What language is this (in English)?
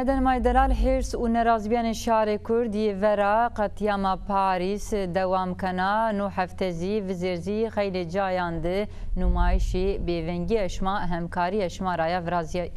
Zaza